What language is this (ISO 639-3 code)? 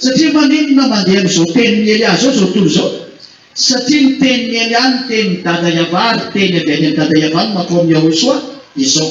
mlg